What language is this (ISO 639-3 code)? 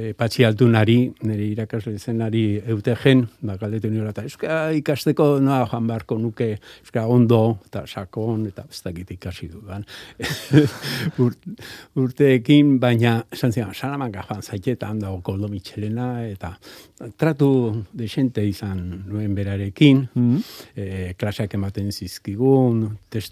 eus